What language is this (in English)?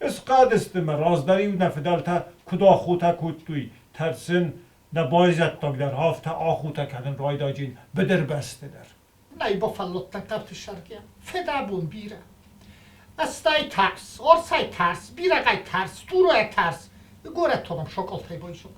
Ossetic